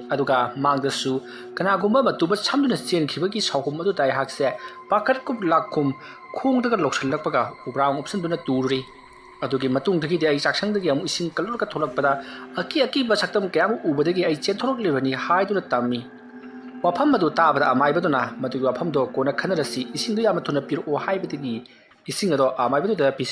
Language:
Manipuri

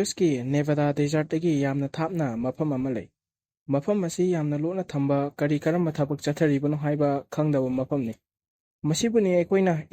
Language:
Manipuri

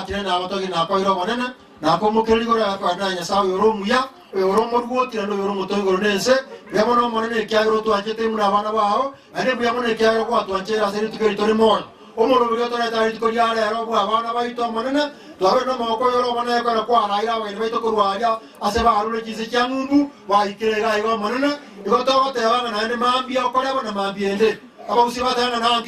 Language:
Gusii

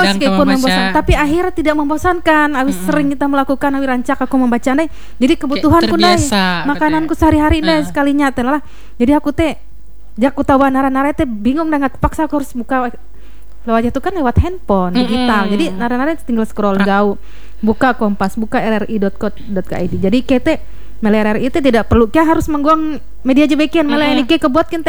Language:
Indonesian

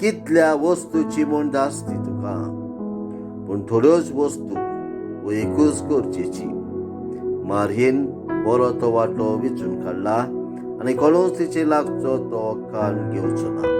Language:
Konkani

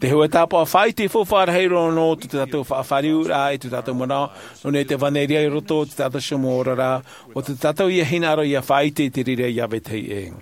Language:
Tahitian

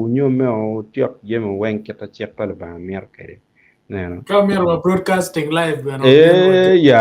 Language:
Acoli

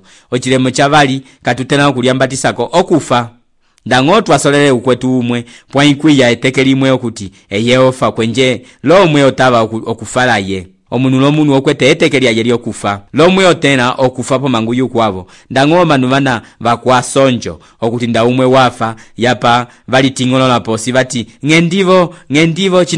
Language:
Umbundu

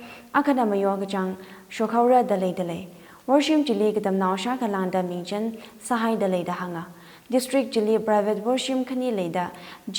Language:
Tangkhul Naga (India)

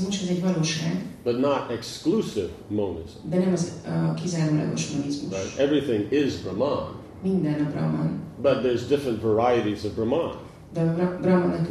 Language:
Hungarian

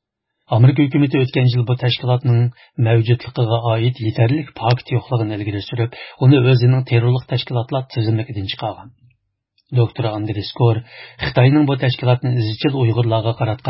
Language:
Uyghur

